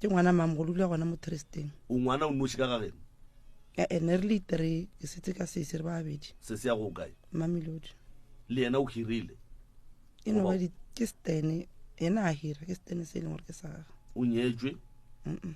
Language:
Northern Sotho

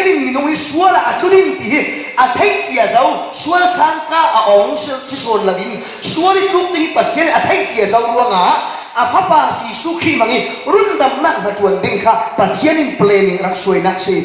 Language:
Falam Chin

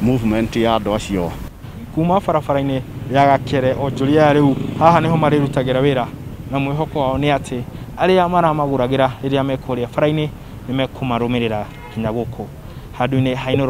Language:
Kikuyu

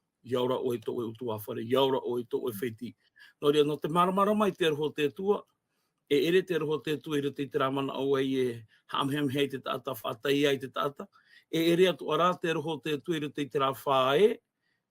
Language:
Tahitian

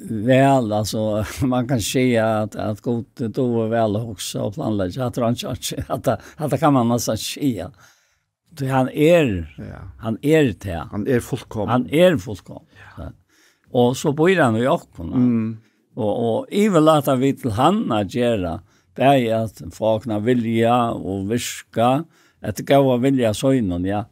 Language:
Faroese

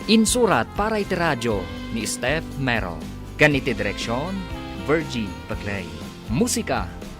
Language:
Iloko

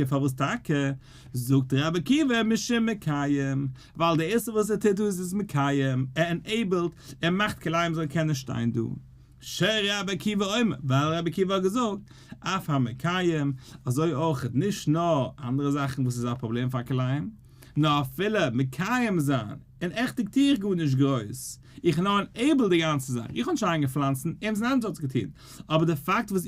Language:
Yiddish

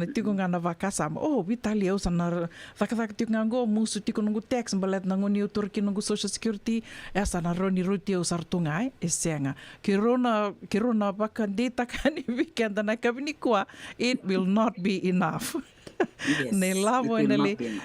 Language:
Fijian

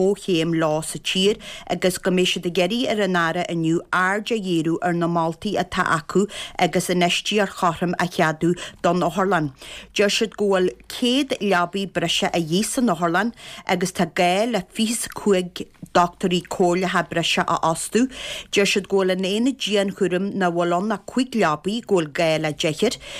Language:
Irish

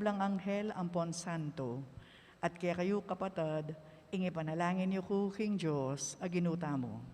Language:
Pampanga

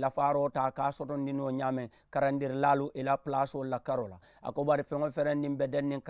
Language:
Mandingo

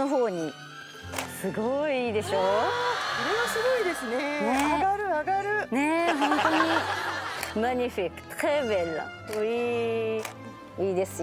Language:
Japanese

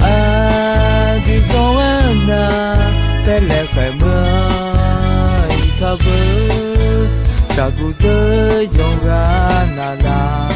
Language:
Akha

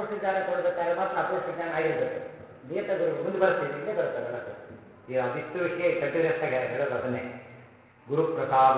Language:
Kannada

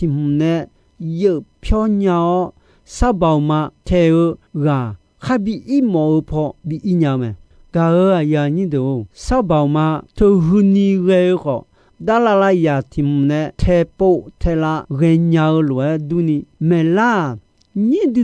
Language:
Akha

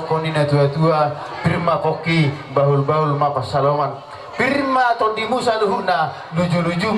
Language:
Batak Toba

